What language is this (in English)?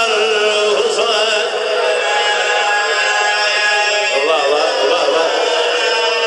Urdu